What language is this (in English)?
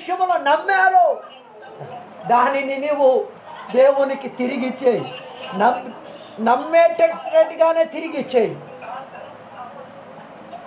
Telugu